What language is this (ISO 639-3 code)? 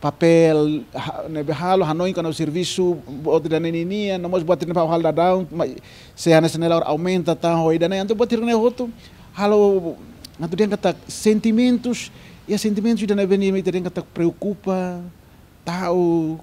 tet